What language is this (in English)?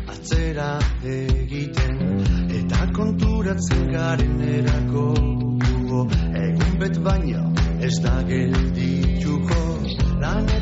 Basque